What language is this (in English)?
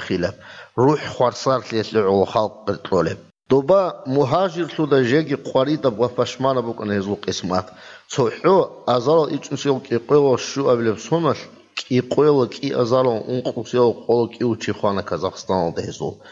Avaric